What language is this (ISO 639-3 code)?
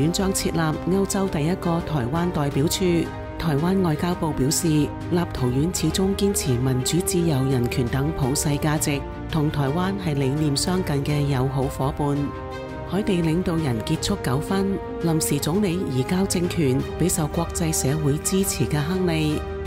yue